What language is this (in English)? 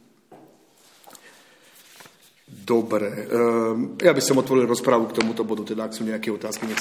Slovak